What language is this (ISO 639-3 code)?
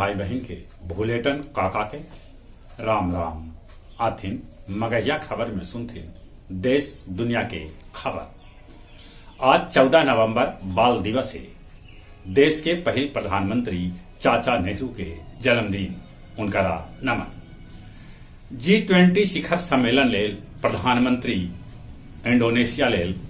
mag